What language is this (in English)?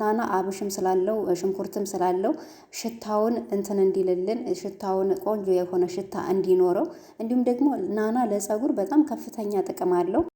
Amharic